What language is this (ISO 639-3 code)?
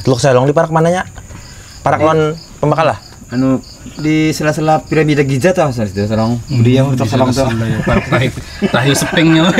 bjn